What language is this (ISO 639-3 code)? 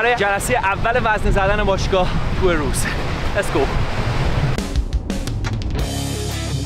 fas